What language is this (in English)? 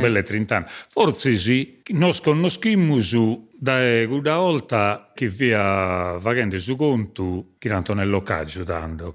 Sardinian